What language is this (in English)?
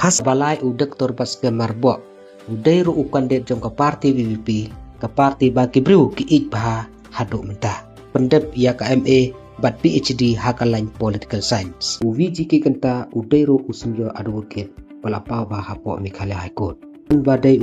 Khasi